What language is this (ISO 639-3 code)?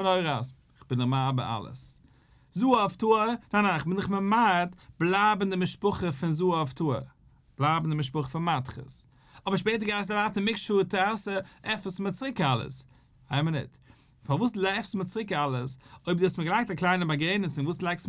yid